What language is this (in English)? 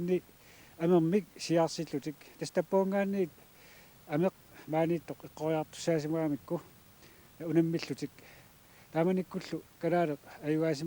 Kalaallisut